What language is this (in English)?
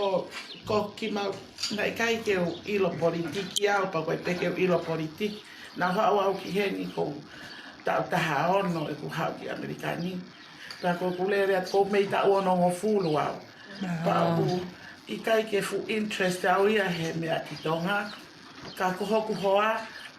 Tongan